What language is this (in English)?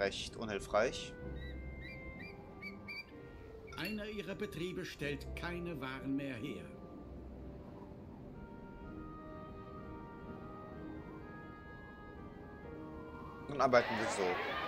German